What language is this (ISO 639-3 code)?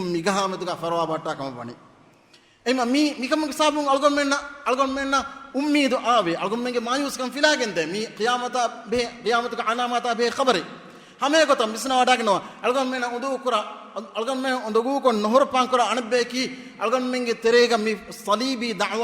div